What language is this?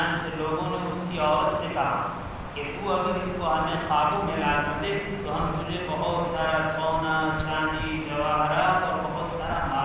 Urdu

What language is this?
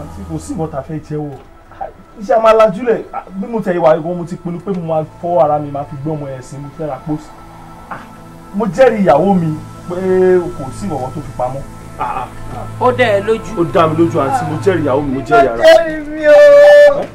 Yoruba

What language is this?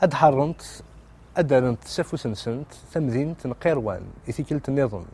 Kabyle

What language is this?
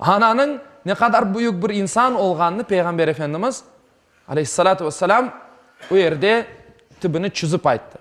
Crimean Tatar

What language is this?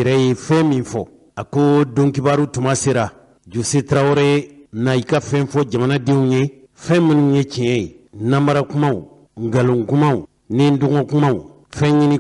Bambara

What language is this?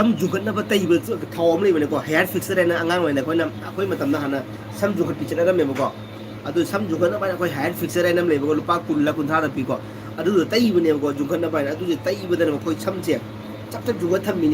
Manipuri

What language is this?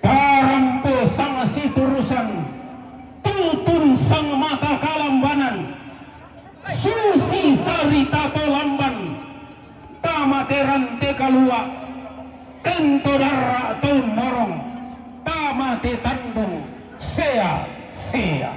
Toraja-Sa'dan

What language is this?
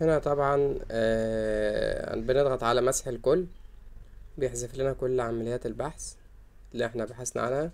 Egyptian Arabic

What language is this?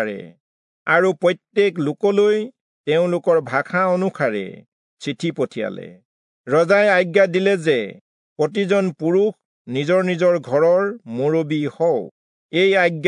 Assamese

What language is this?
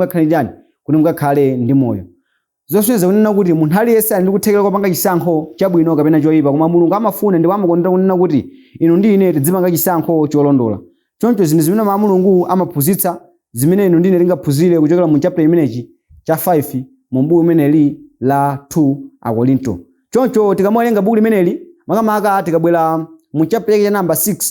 Nyanja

